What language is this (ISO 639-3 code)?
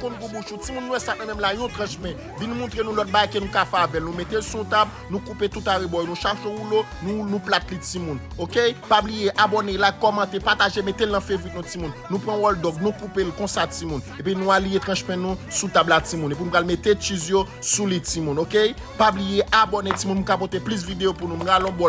hat